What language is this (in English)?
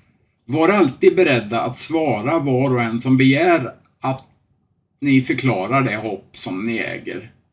Swedish